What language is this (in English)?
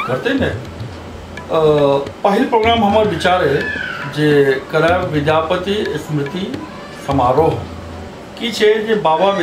Maithili